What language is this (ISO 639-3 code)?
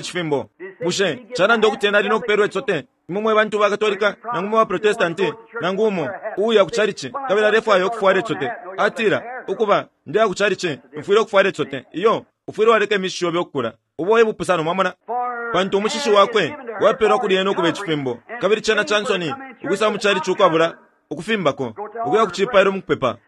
bem